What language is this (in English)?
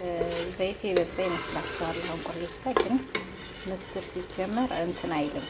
Amharic